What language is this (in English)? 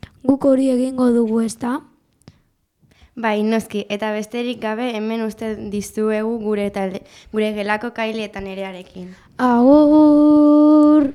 Basque